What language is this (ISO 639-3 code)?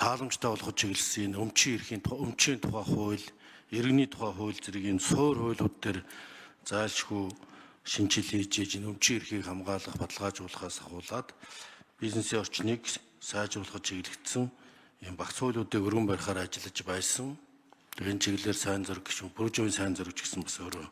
mon